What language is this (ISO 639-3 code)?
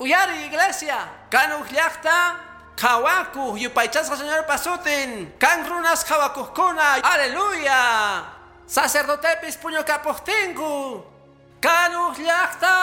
que